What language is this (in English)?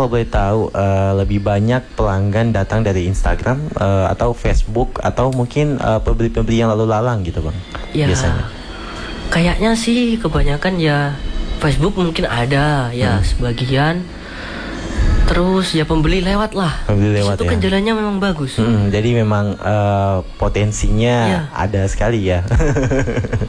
Indonesian